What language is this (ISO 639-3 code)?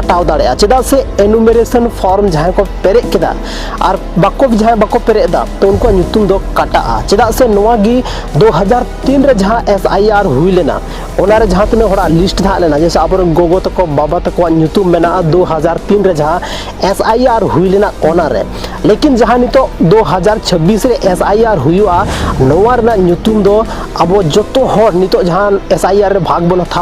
sat